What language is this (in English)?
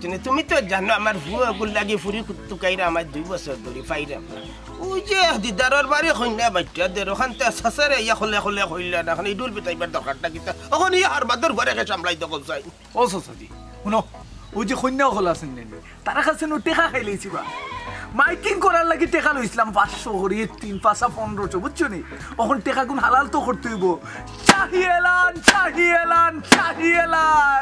Sylheti